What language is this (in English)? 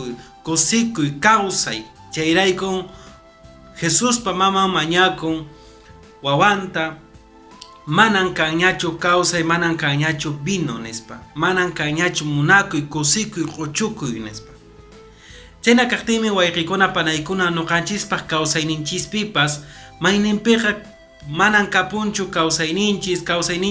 Quechua